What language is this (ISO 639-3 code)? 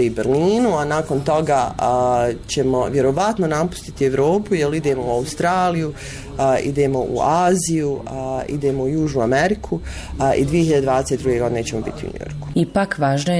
bos